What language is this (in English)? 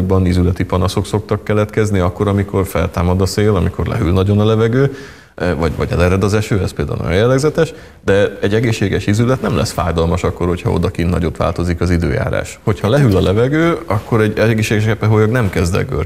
Hungarian